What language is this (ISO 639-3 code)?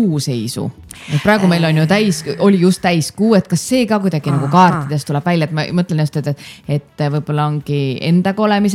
est